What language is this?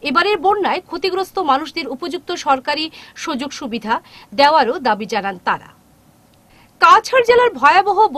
Bangla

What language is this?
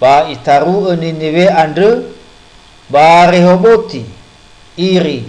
Nias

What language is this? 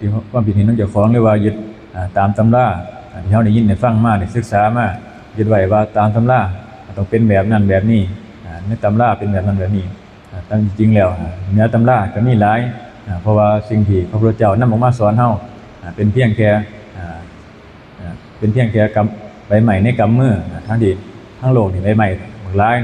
Northeastern Thai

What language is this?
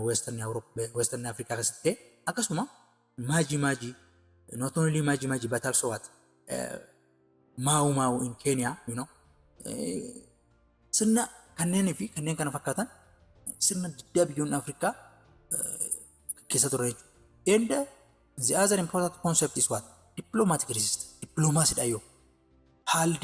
Oromo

